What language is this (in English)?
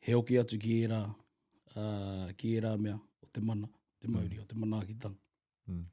Māori